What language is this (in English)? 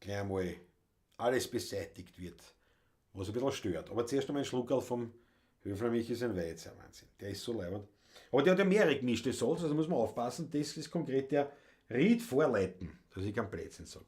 Bavarian